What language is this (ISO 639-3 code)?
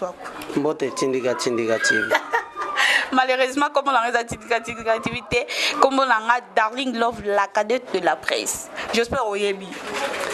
lin